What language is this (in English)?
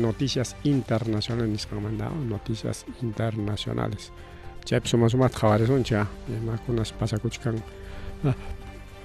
Ayacucho Quechua